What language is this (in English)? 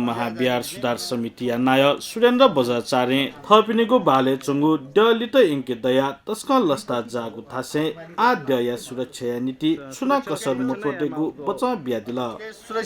Newari